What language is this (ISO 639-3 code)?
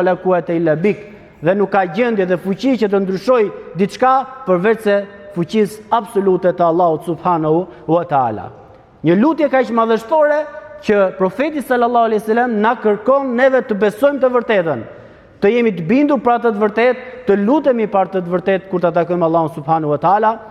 sqi